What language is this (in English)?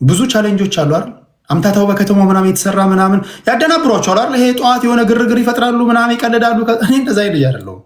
Amharic